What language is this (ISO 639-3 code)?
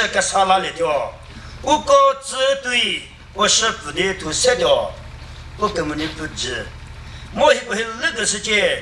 nri